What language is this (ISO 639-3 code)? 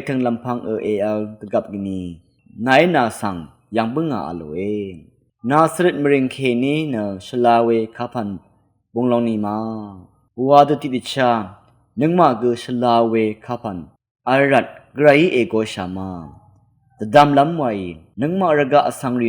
raw